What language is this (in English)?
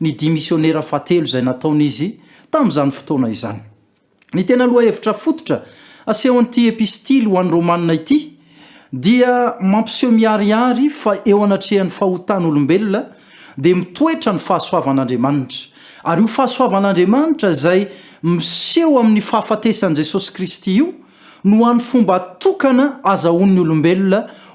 Malagasy